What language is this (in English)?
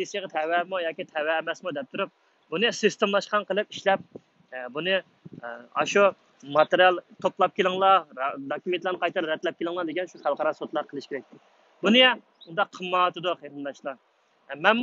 Uyghur